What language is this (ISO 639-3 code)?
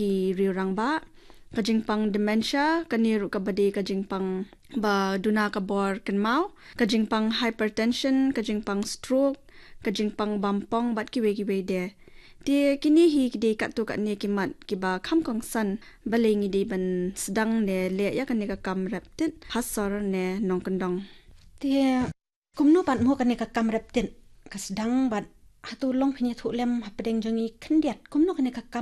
kha